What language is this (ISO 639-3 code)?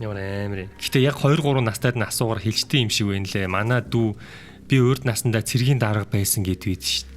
mon